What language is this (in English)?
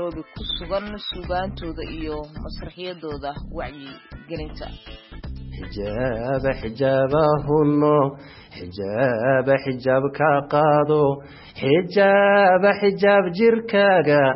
Somali